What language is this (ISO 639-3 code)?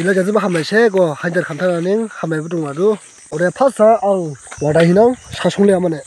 dis